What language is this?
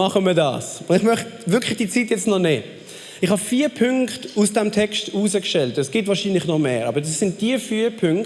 Swiss German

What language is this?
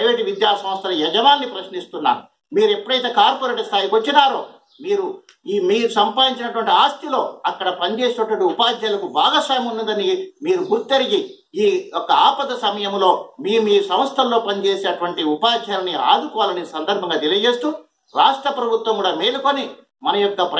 Telugu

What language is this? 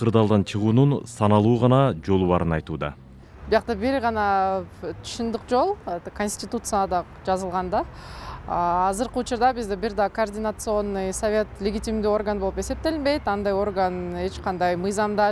Kyrgyz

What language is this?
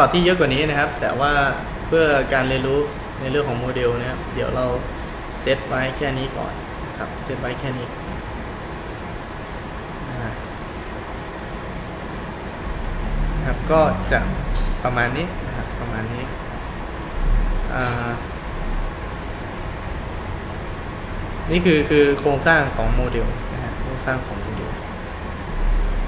Thai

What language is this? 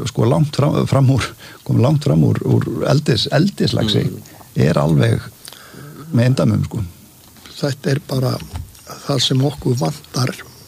Icelandic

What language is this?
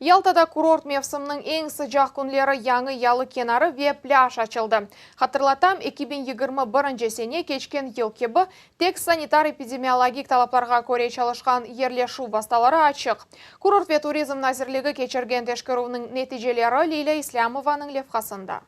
Crimean Tatar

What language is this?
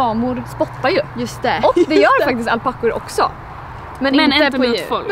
Swedish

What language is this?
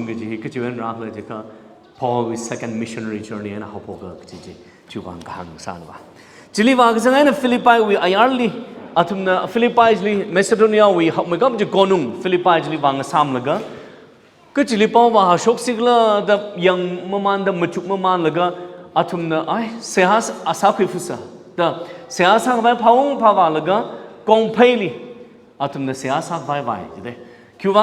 Tangkhul Naga (India)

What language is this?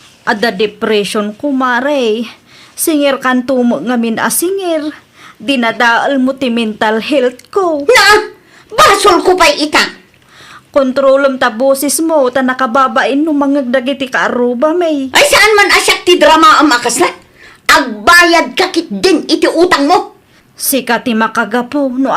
Iloko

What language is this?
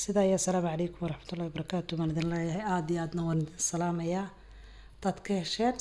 Somali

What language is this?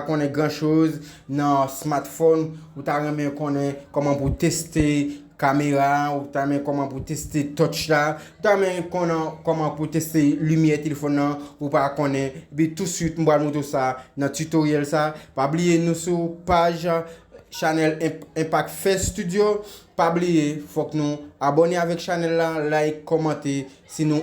Haitian Creole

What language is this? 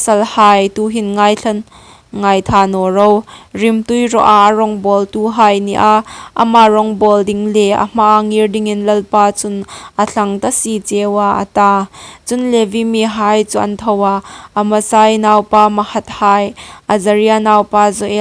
Hmar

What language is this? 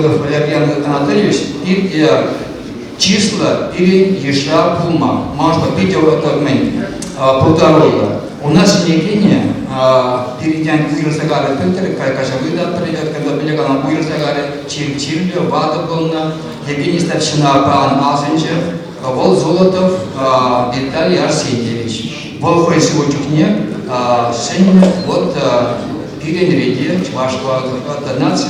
Chuvash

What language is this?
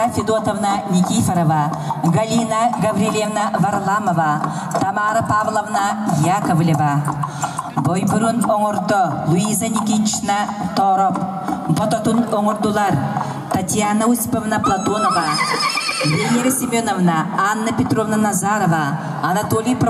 Yakut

